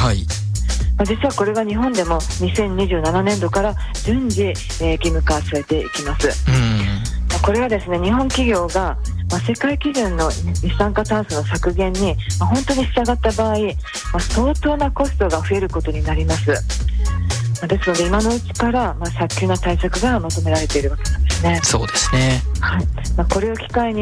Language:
Japanese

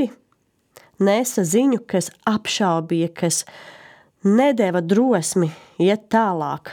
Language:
Latvian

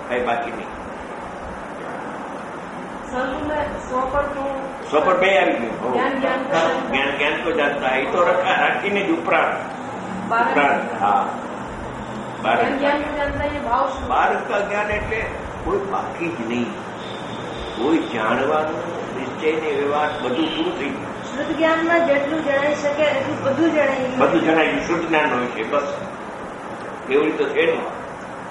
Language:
Gujarati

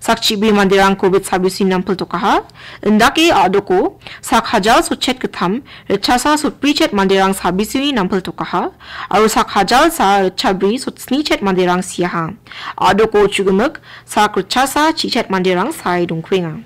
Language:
Garo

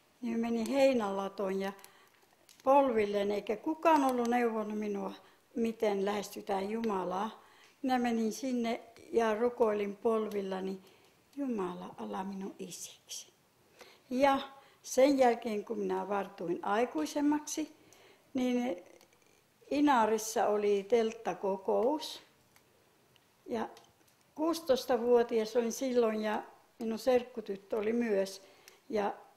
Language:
Finnish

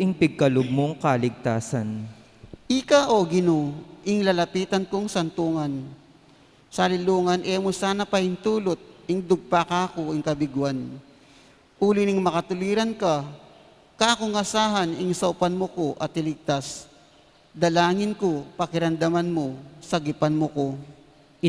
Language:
Pampanga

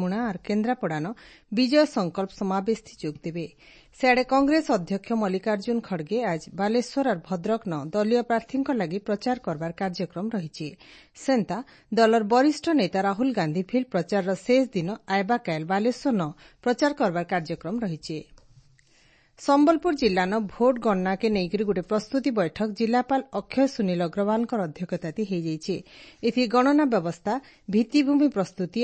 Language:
Odia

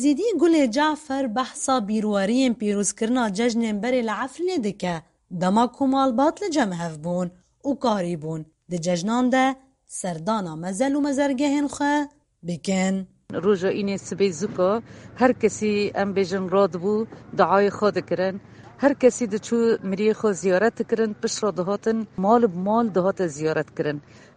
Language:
Kurdish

